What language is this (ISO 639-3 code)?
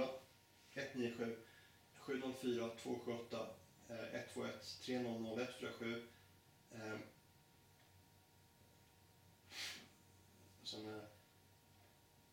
swe